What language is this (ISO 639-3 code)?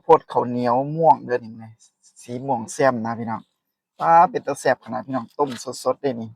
tts